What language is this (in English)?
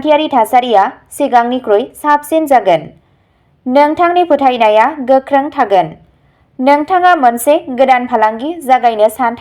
Bodo